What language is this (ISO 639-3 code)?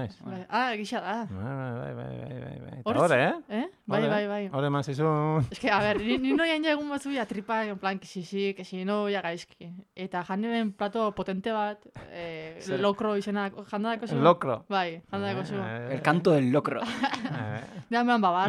eus